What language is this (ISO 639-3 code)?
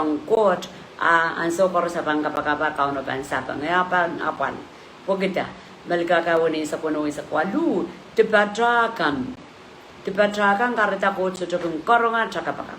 pon